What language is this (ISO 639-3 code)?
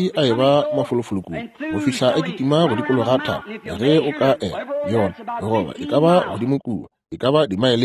nso